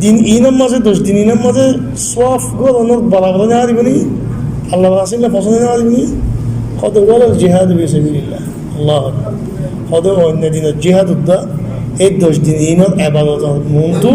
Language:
Rohingya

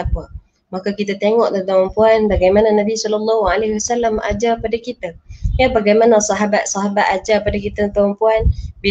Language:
Malay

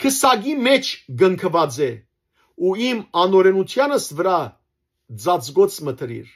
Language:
Western Armenian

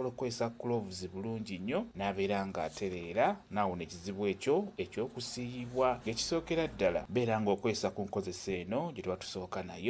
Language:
Ganda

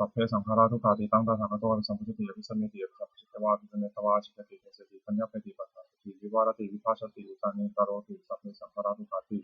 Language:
Pali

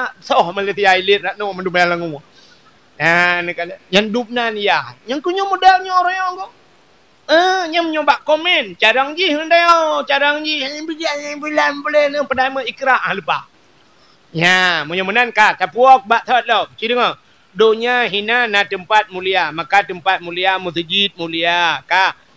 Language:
Achinese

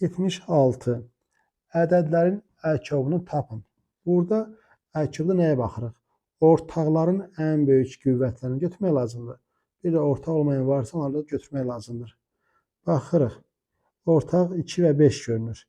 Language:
Azerbaijani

